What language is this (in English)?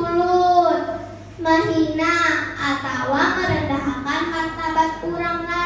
Banjar